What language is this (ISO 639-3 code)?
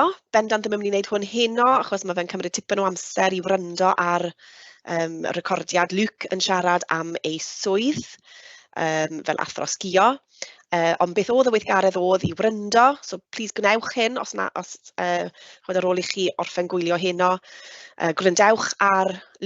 cym